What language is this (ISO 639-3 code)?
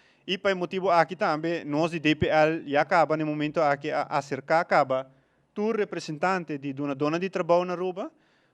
pap